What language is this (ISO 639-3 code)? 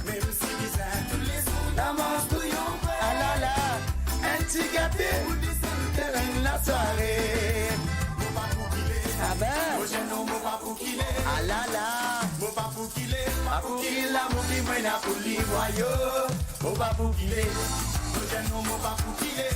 mfe